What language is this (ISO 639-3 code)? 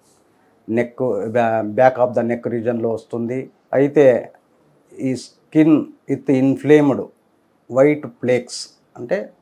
tel